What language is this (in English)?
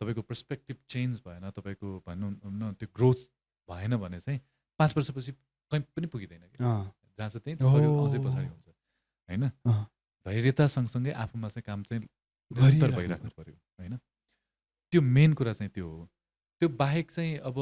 Nepali